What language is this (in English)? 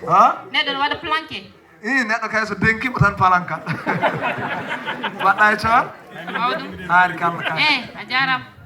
Fula